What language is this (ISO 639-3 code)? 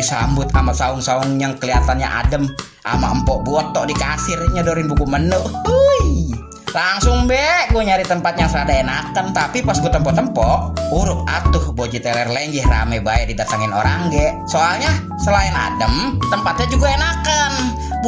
bew